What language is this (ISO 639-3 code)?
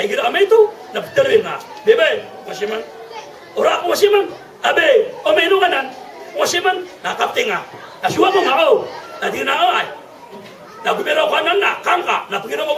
mrw